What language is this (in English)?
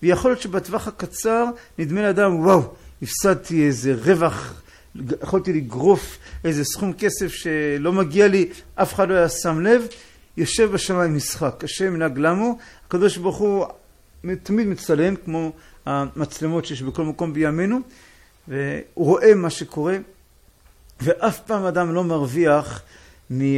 Hebrew